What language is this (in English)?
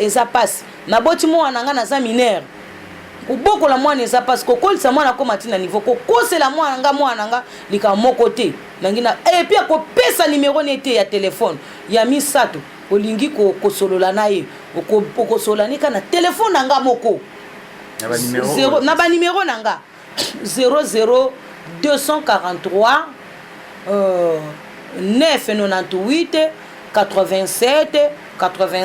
Lingala